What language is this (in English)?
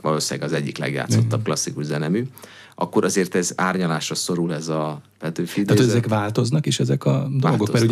Hungarian